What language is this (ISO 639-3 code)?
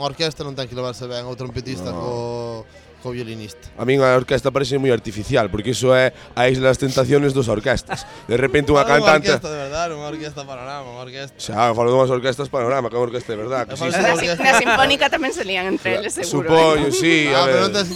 glg